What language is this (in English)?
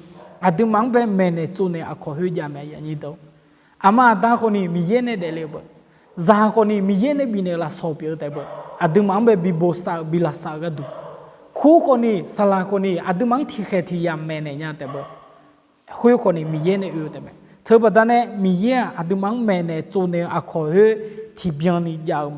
Akha